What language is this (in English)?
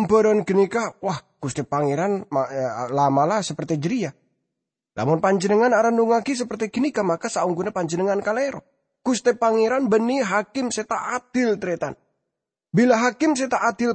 Madurese